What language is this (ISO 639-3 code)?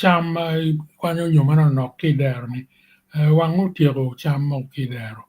ach